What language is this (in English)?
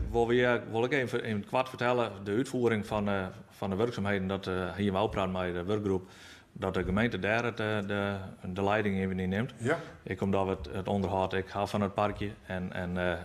Western Frisian